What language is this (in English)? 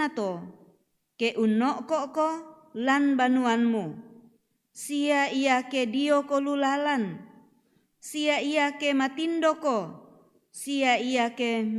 Toraja-Sa'dan